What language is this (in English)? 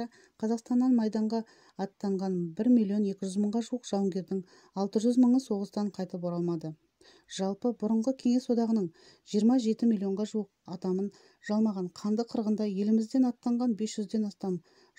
Kazakh